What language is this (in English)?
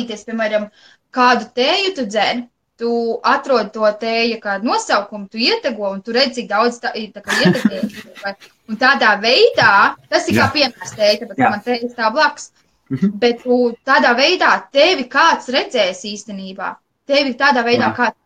Latvian